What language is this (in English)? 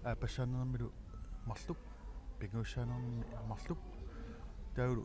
Kalaallisut